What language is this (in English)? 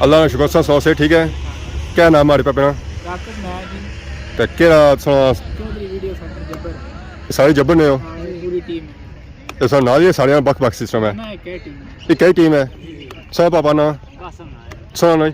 Pahari-Potwari